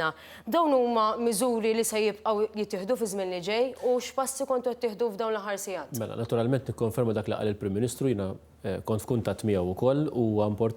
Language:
Maltese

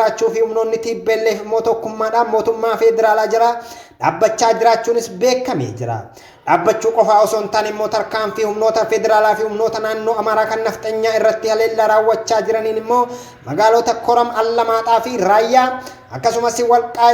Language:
Oromo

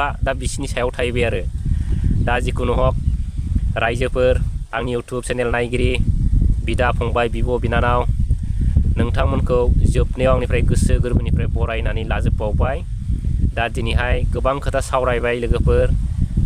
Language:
Bodo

